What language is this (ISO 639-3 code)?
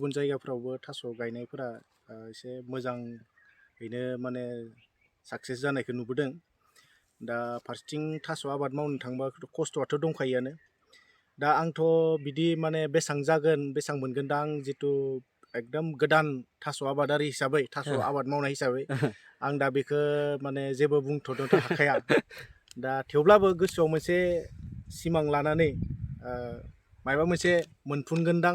brx